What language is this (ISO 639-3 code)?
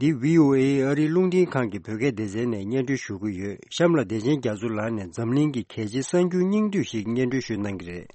bod